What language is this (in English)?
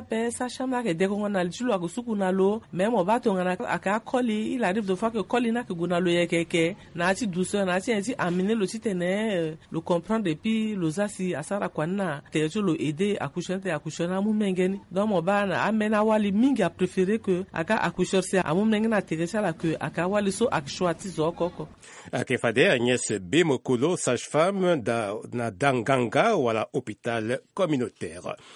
Sango